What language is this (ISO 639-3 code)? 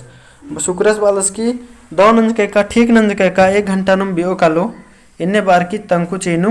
kru